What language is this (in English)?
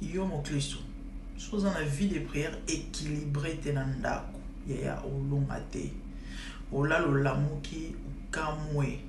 Lingala